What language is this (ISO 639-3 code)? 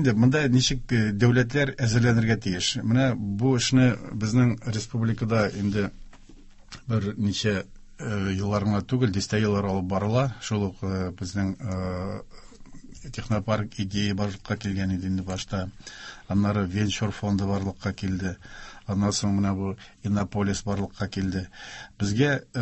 tat